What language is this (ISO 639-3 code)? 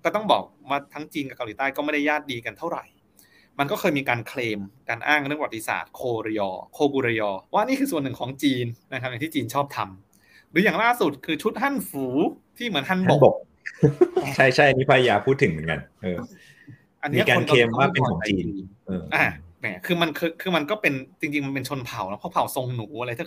tha